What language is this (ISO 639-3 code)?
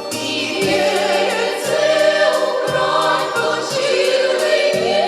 chv